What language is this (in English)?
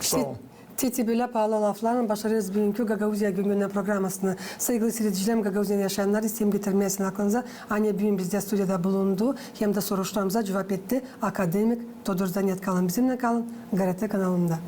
Gagauz